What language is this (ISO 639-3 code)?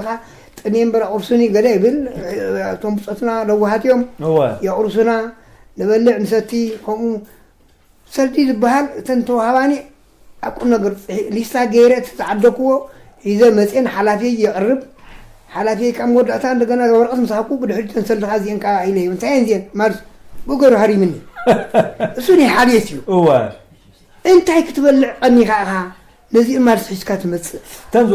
tir